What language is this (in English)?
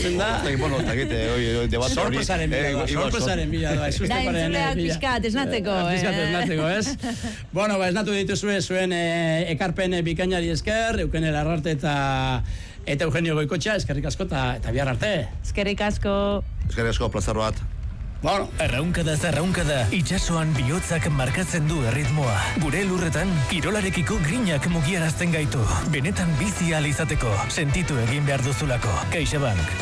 Basque